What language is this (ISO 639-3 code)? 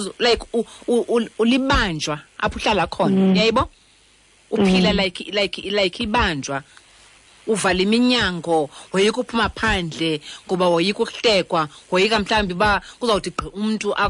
xho